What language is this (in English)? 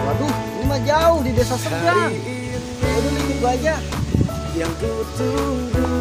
Betawi